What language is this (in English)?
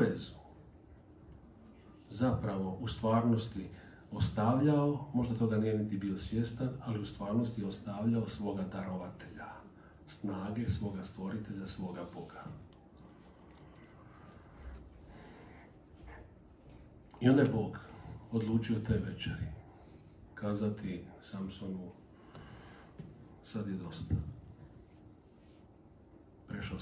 Croatian